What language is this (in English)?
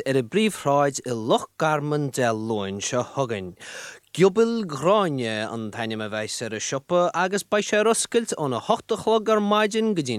Irish